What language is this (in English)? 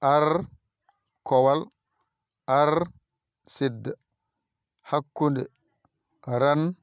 Fula